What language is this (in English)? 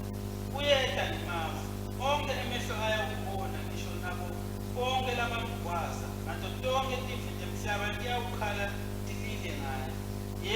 Swati